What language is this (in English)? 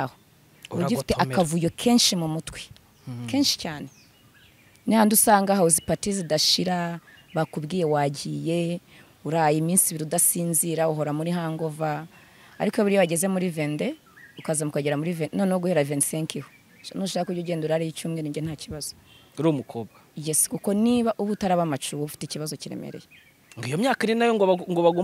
Kinyarwanda